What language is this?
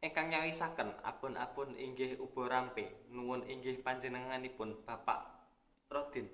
Javanese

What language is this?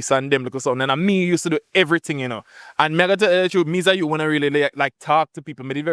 Jamaican Creole English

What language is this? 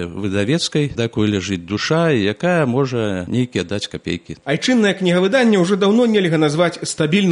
Belarusian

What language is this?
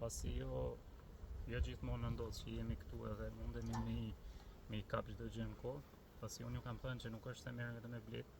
Albanian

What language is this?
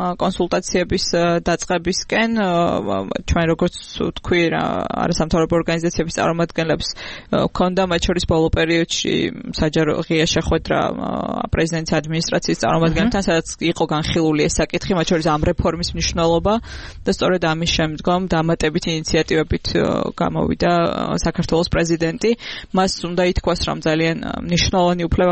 Georgian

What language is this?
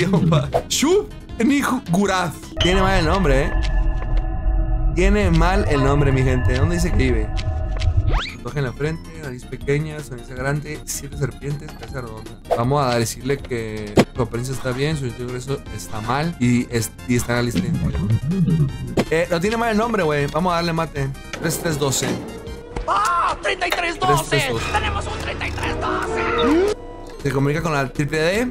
Spanish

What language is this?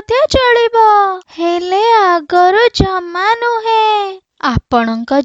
Odia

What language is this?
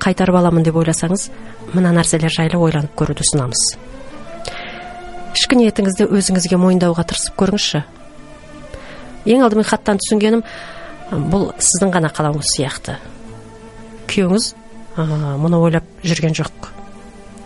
Kazakh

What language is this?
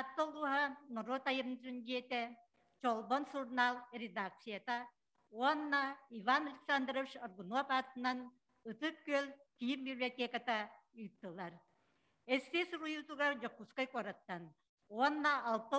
Yakut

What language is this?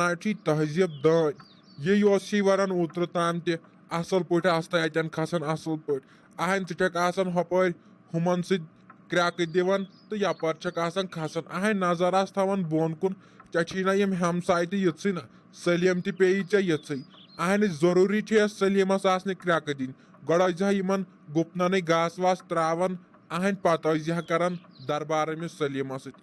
Kashmiri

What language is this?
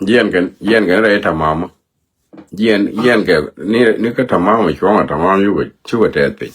Nuer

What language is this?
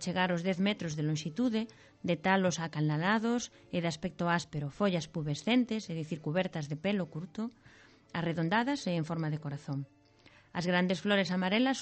Galician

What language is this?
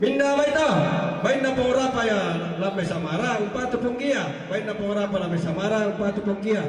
Toraja-Sa'dan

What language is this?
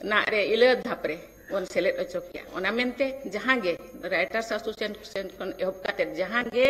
Santali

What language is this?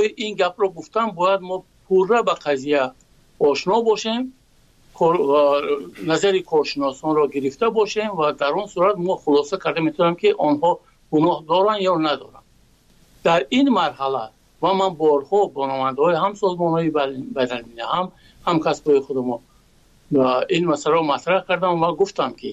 Persian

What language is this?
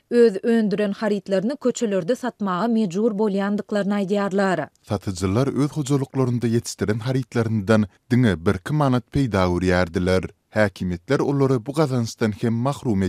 Turkmen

